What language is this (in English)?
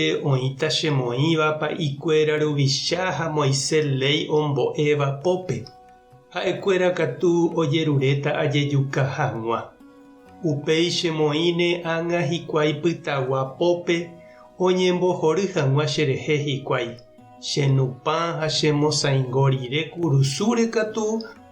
Guarani